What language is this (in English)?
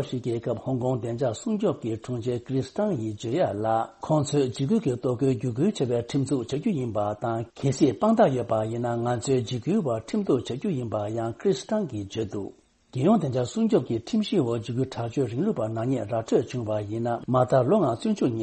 Tibetan